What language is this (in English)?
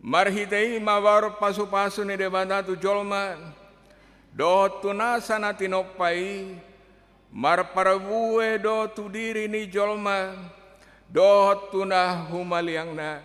Batak Toba